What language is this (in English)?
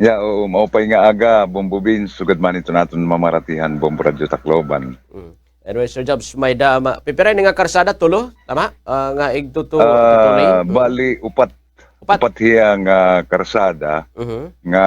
Waray